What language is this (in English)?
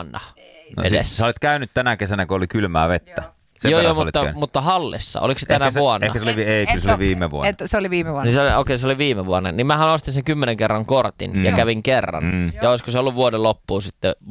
Finnish